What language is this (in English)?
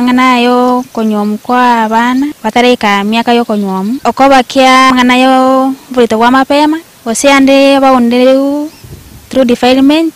Gusii